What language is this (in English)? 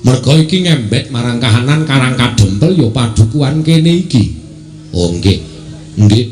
Javanese